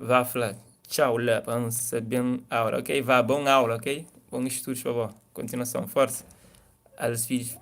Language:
Kabuverdianu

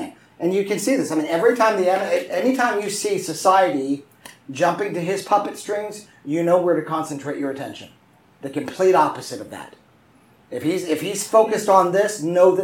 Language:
English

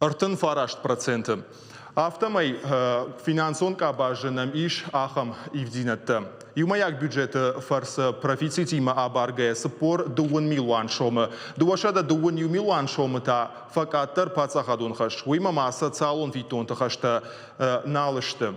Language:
Ossetic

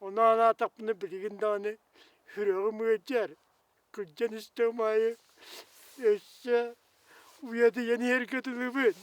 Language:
Yakut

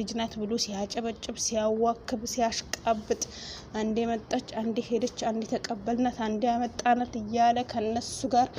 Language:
Amharic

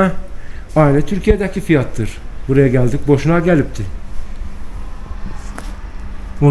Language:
Turkish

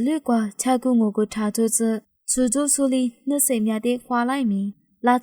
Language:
Lisu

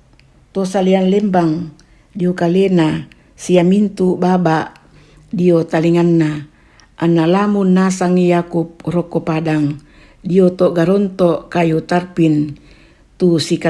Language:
Toraja-Sa'dan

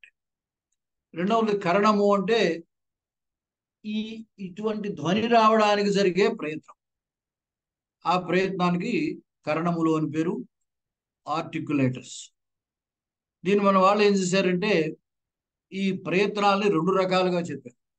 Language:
Telugu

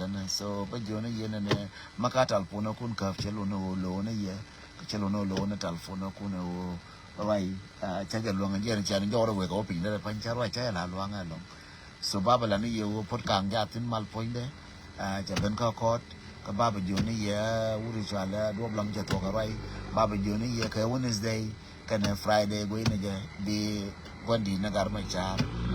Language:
Nuer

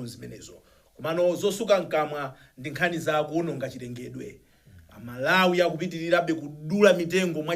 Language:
Nyanja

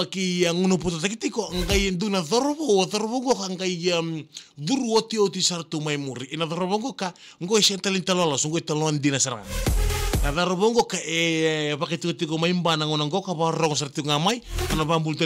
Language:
Fijian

